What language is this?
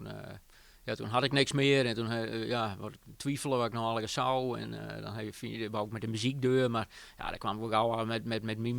Western Frisian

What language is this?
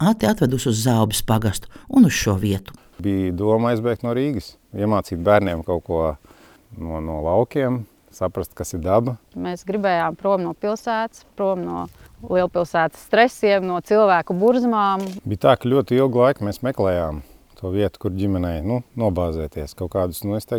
Latvian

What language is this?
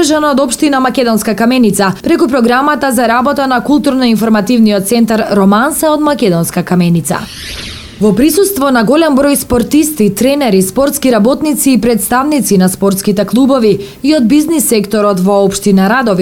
Macedonian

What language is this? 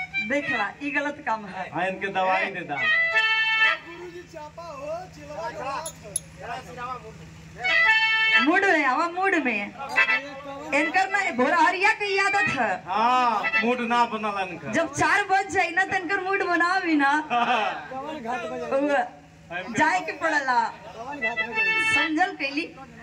Bhojpuri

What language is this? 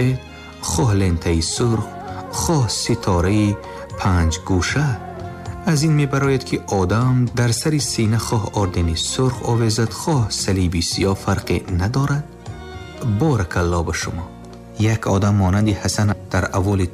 Tajik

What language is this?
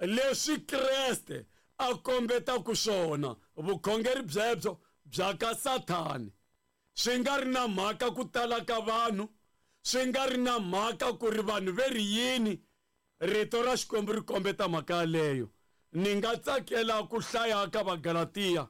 Tsonga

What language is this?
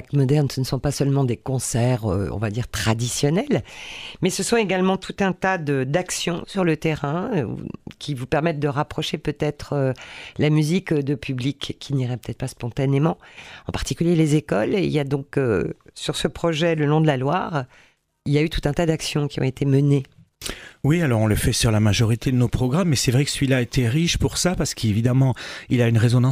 French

